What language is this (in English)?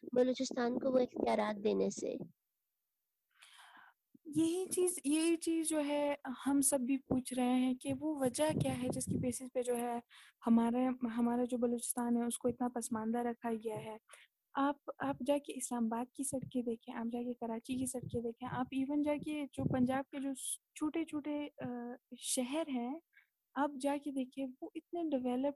Urdu